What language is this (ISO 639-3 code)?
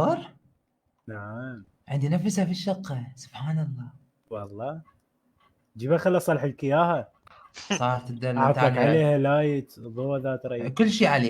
acm